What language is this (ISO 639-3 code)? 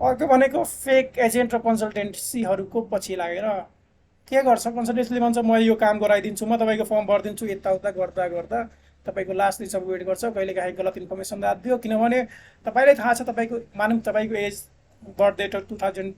nep